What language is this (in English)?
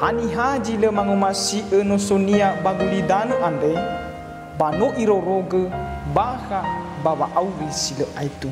Nias